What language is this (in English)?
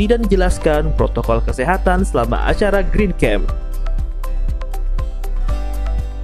Indonesian